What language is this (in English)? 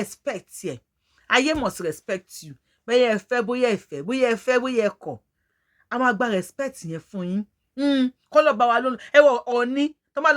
Yoruba